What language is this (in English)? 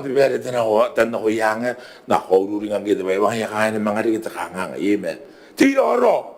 Gilbertese